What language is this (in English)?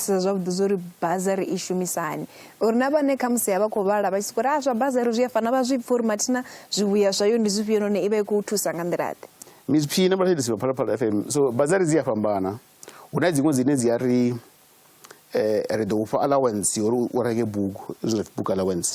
Venda